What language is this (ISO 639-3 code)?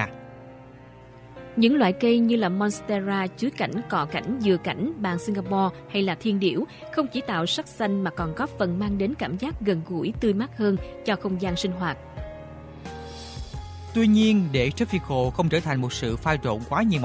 vie